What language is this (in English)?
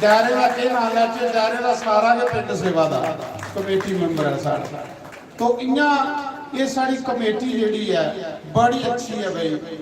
Dogri